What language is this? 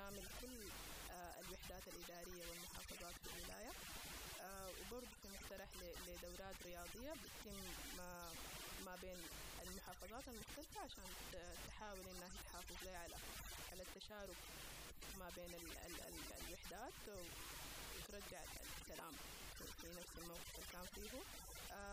Sudanese Arabic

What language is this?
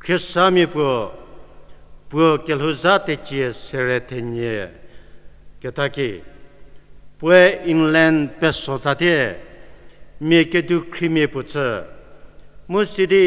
Angami Naga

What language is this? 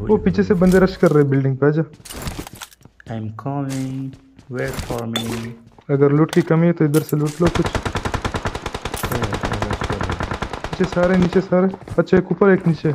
Hindi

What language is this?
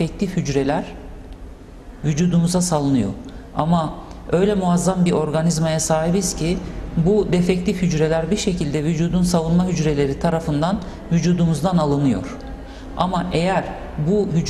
Turkish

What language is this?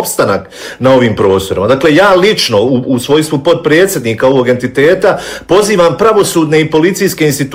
Bosnian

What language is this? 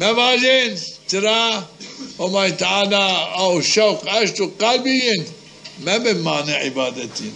Zaza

